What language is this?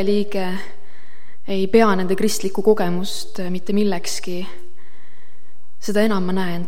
Estonian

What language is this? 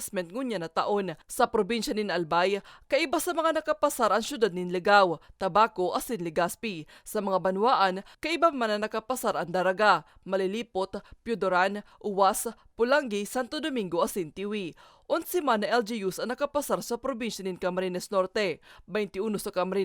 Bikol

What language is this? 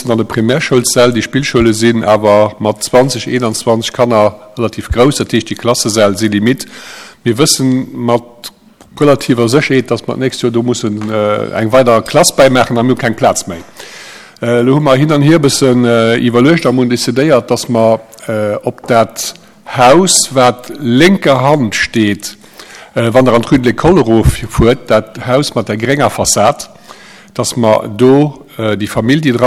Luxembourgish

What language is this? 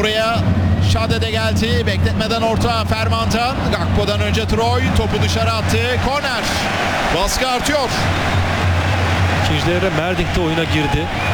Turkish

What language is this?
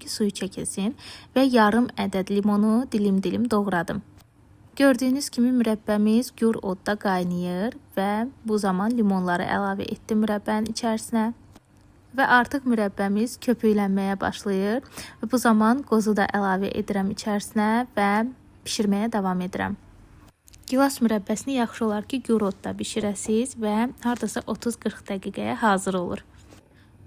Azerbaijani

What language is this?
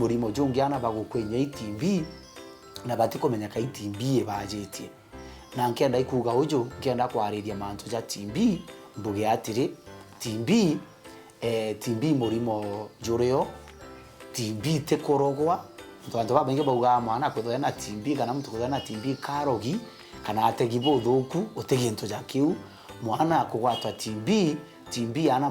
Meru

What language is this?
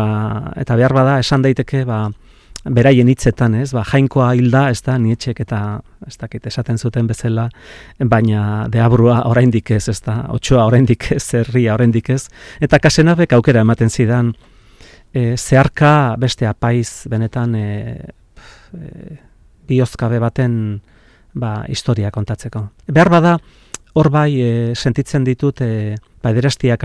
Basque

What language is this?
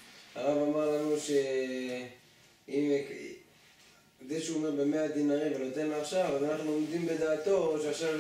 Hebrew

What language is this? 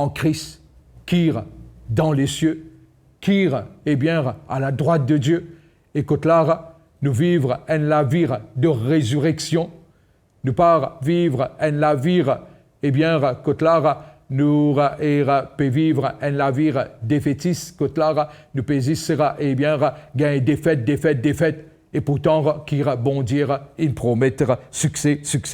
Morisyen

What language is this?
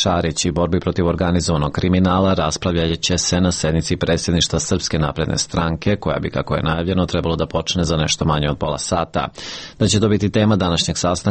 Serbian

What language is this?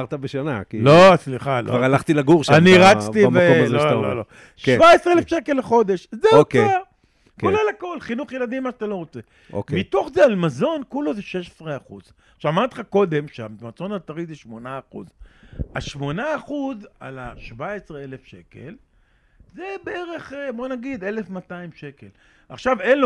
Hebrew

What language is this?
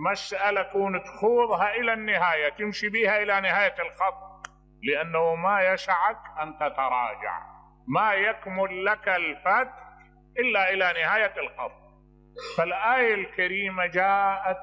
Mesopotamian Arabic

